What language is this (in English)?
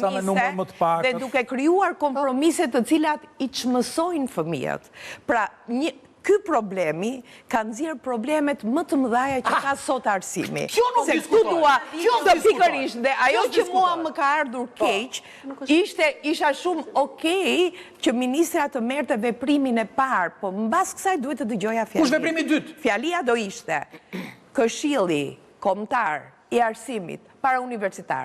Albanian